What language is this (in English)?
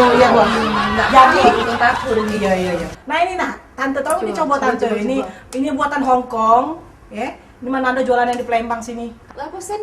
Musi